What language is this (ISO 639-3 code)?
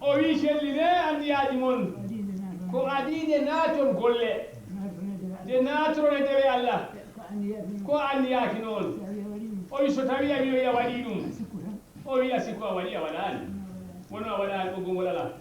ful